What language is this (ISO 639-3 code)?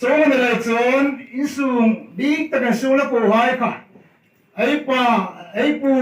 hmr